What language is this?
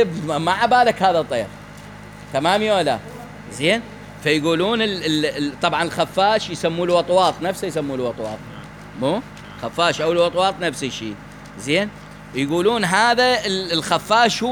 Mesopotamian Arabic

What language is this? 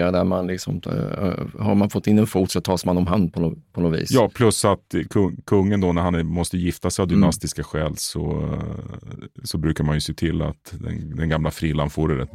Swedish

